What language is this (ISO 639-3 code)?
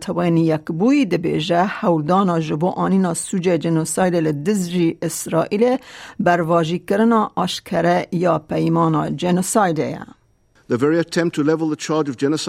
kur